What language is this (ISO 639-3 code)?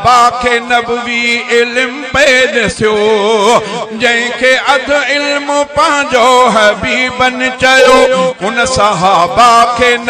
snd